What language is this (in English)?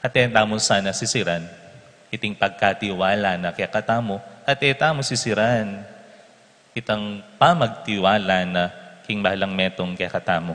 Pampanga